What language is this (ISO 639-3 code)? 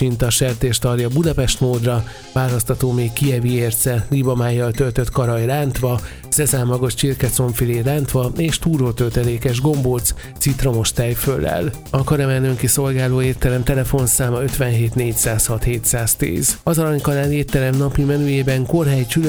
hun